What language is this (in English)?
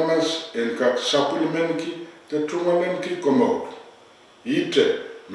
Pohnpeian